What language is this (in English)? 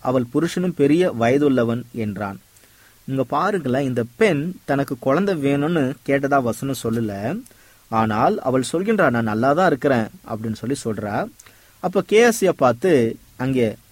Tamil